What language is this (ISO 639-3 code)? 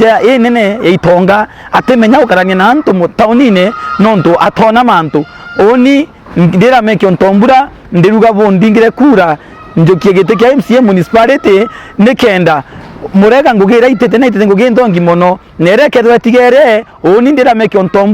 mer